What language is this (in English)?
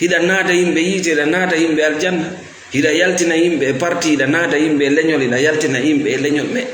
Fula